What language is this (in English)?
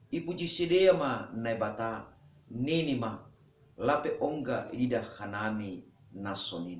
Batak Simalungun